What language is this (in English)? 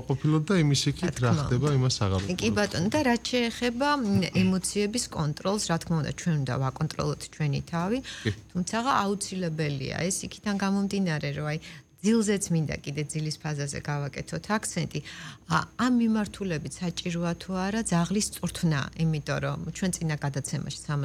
Georgian